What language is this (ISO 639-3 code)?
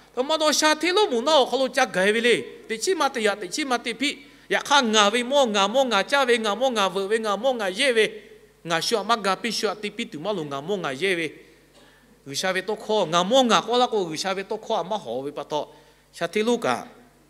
lhu